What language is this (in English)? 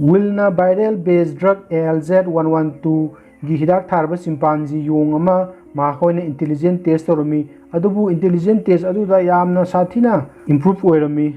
Manipuri